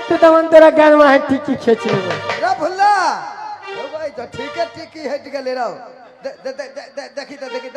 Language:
Maithili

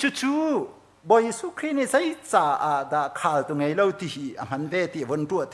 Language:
Hakha Chin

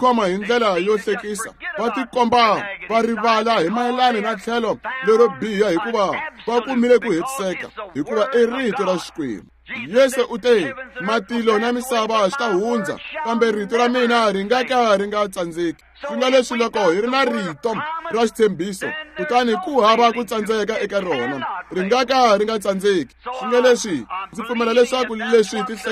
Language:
Tsonga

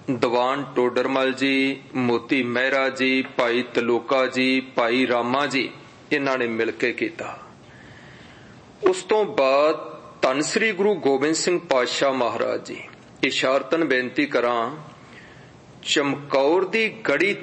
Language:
Punjabi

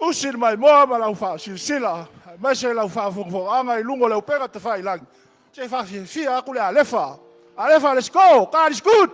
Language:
Samoan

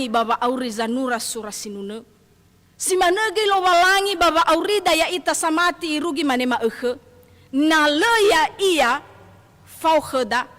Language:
Nias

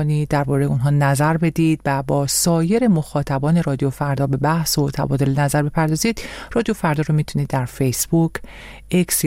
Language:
Persian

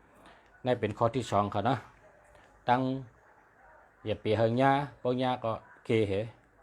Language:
Shan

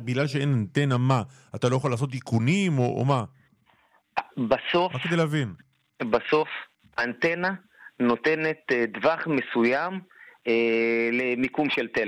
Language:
Hebrew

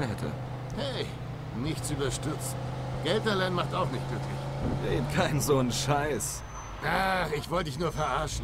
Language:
Swiss German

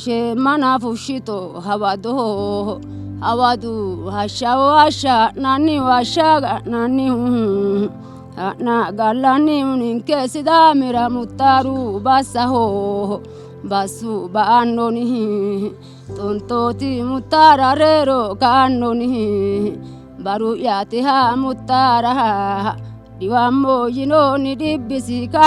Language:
Sidamo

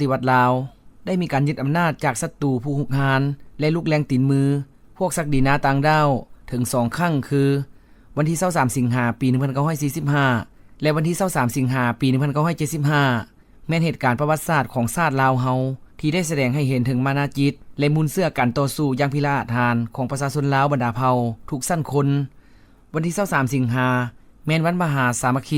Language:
Lao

